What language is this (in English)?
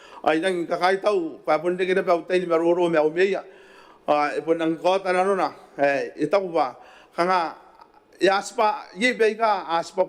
Gilbertese